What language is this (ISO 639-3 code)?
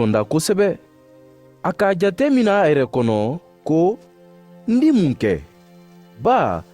man